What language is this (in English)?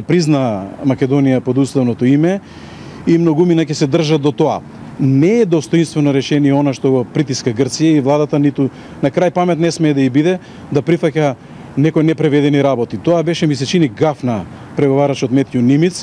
Macedonian